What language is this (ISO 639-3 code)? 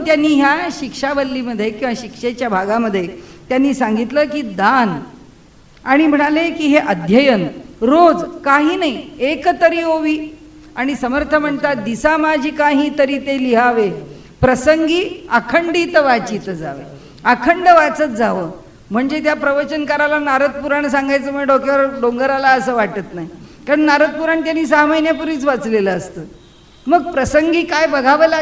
mar